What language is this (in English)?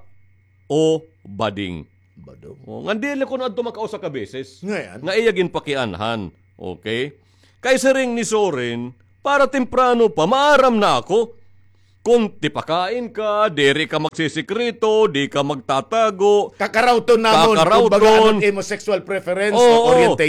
Waray